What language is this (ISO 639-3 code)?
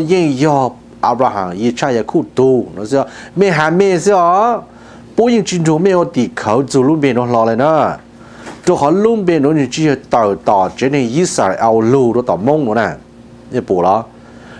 hmn